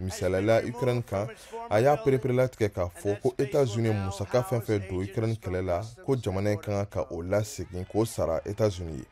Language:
Bambara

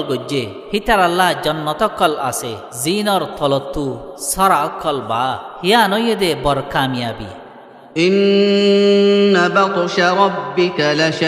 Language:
Rohingya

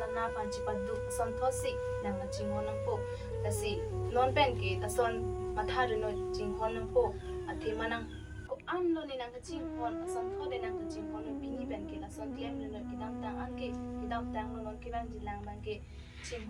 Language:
Karbi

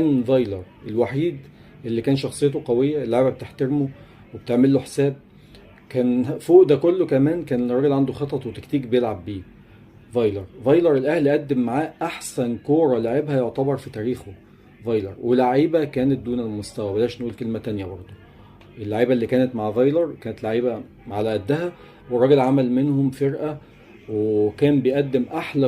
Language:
Egyptian Arabic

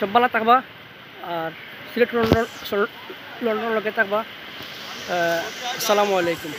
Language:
Sylheti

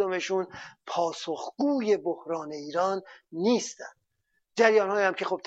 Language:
Persian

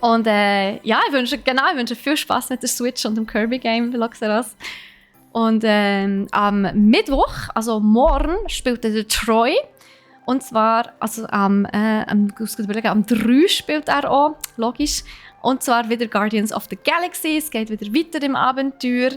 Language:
Swiss German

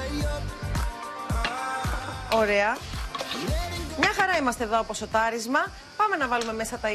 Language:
Greek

